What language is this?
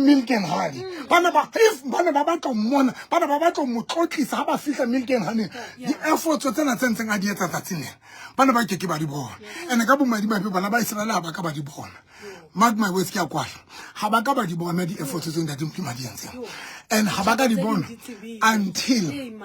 Southern Sotho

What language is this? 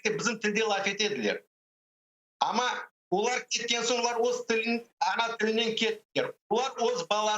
Crimean Tatar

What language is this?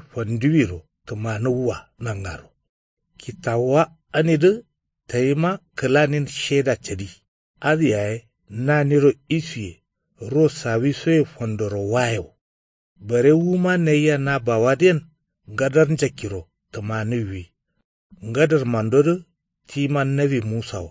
Kanuri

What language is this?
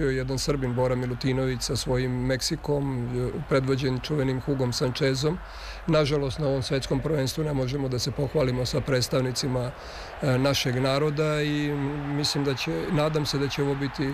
Serbian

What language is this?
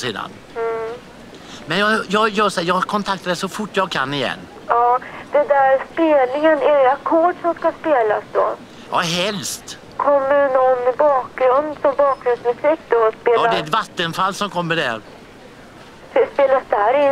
Swedish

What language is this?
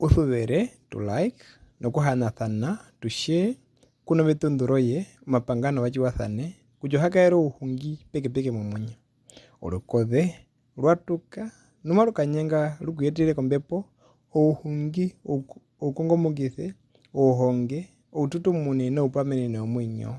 Herero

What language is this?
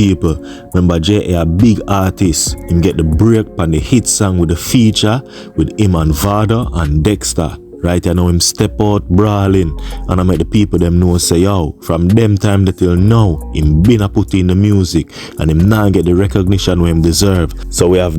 Jamaican Creole English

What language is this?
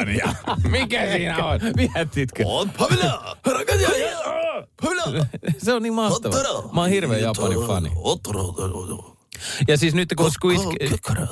Finnish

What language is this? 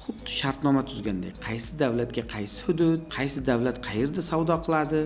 Uzbek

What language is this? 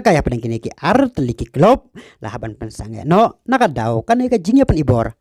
Khasi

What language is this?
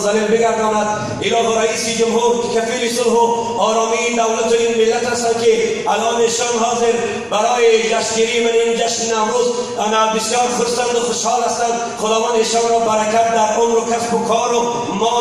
Tajik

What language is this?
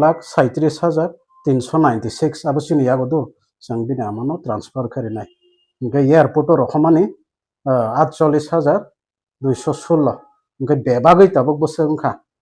Kok Borok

